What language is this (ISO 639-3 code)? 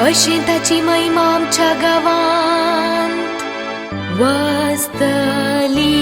kok